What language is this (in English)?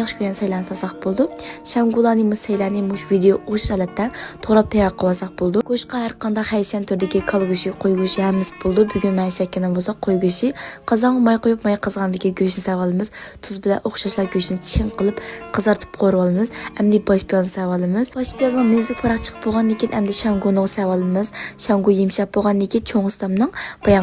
Uyghur